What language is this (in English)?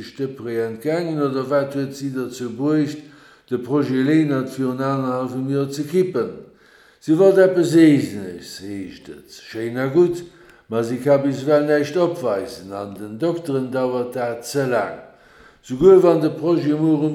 Luxembourgish